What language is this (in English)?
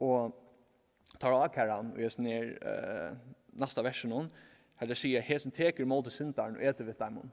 Faroese